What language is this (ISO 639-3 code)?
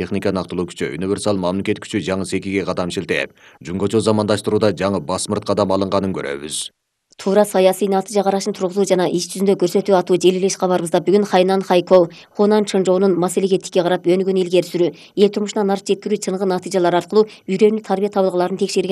kir